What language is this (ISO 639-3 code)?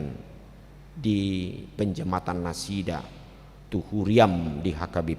bbc